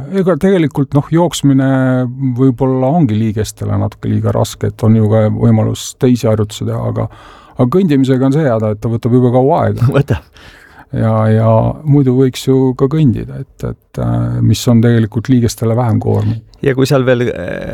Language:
Estonian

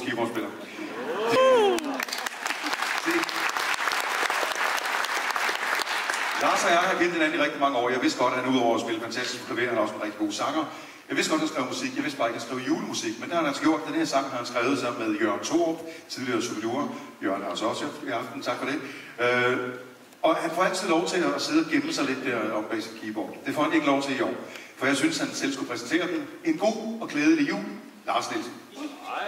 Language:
Danish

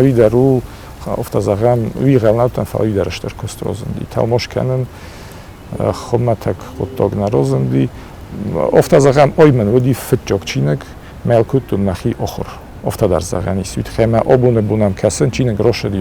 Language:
Ossetic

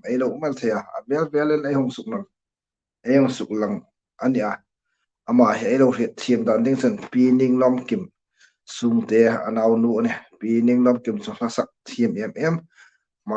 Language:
Hmar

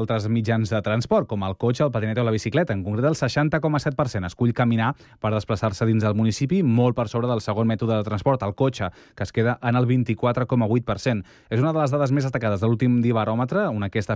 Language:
Catalan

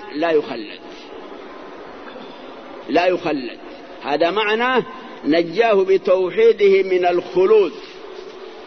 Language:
Arabic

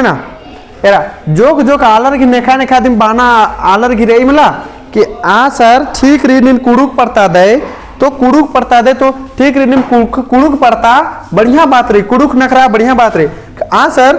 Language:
Kurukh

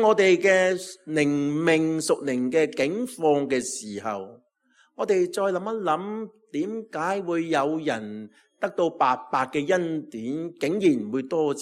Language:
Cantonese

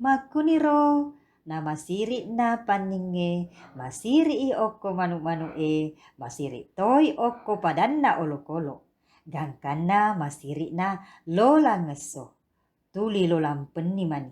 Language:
Buginese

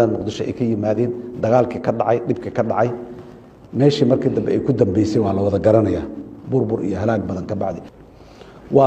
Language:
Somali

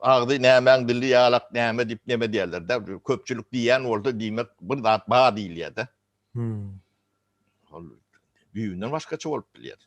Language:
Turkmen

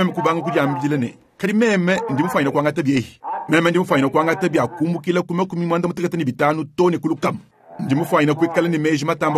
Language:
Luba-Lulua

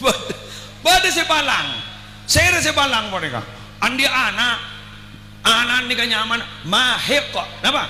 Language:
Madurese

